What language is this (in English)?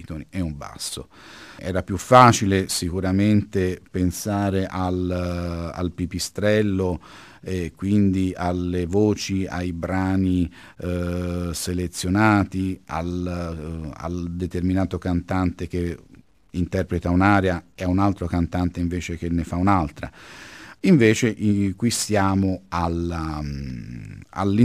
Italian